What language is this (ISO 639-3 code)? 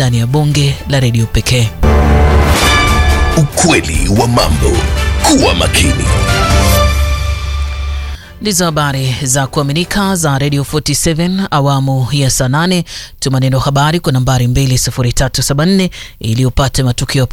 swa